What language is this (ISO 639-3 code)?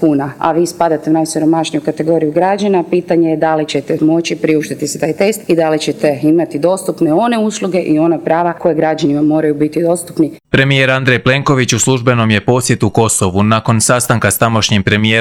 hrv